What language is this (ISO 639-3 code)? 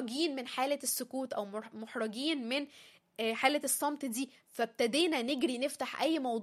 arz